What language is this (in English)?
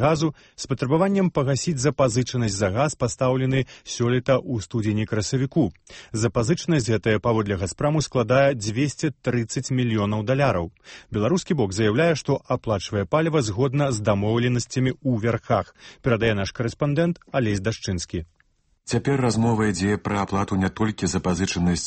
Belarusian